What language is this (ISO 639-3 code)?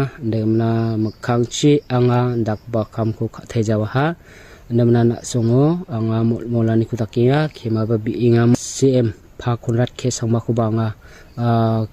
grt